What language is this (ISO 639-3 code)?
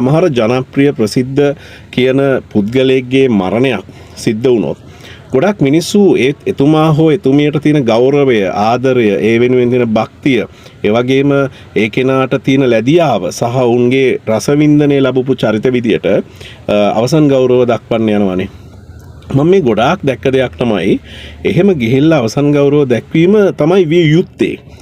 sin